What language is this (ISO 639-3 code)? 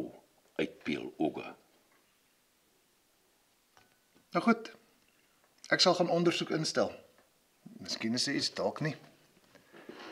afr